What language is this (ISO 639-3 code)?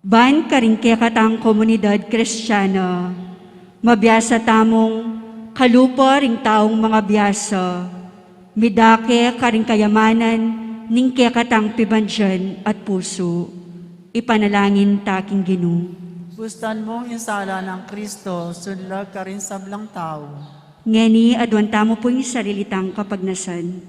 pam